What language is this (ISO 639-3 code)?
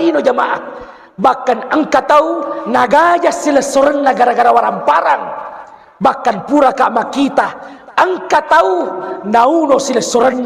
bug